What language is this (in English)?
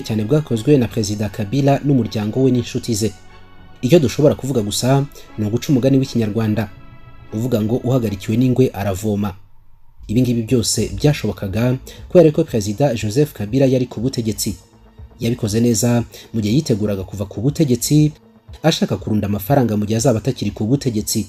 Kinyarwanda